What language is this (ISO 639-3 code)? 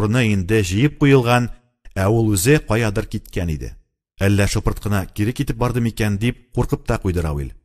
tat